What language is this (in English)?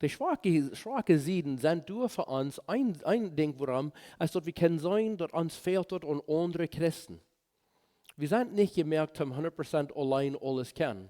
Plautdietsch